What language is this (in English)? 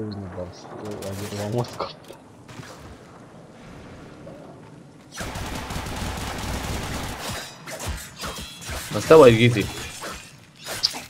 Hungarian